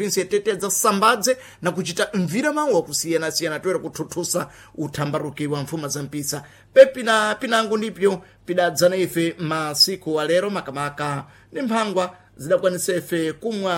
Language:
Sena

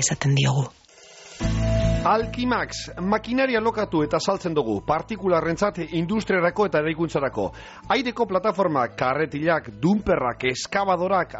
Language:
Basque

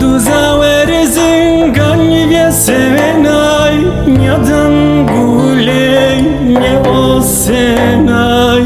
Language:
Zaza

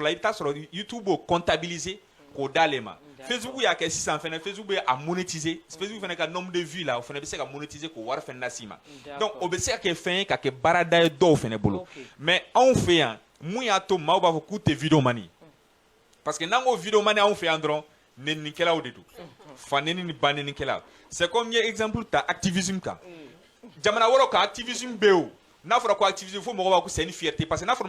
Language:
Bambara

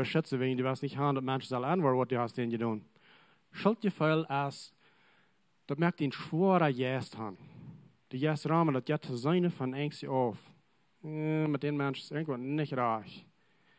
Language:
Plautdietsch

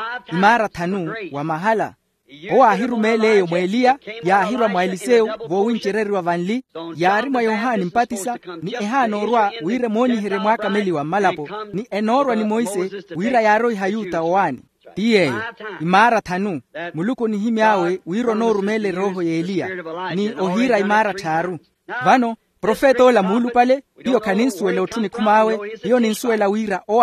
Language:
Makhuwa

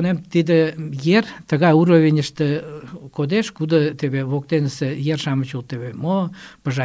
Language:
Mari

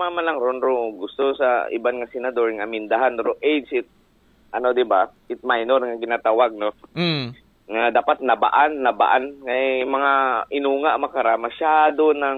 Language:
Aklanon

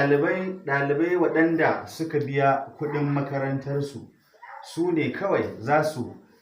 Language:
Hausa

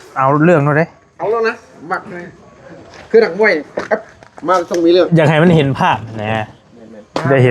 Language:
Northeastern Thai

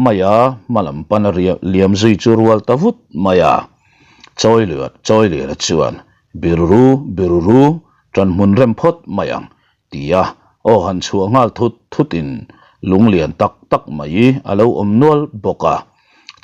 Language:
Mizo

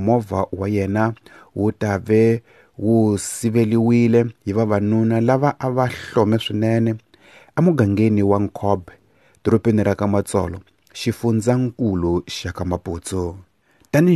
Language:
Tsonga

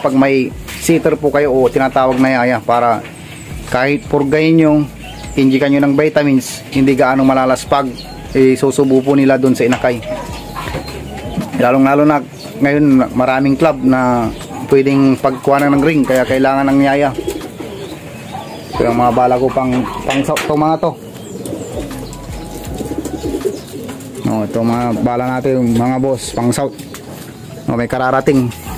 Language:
Filipino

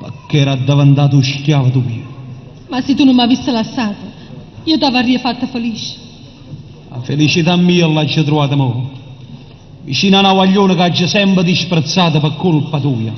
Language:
Neapolitan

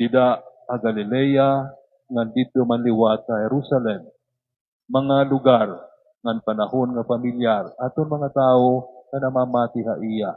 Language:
Waray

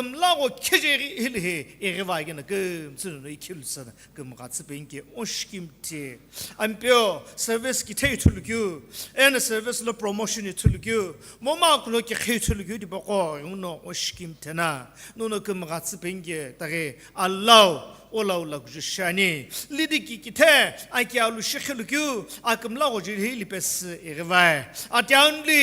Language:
Sumi Naga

